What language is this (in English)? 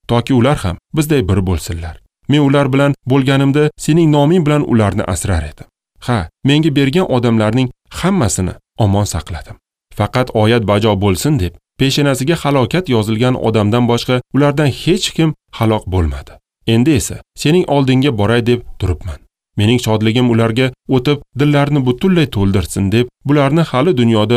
Uzbek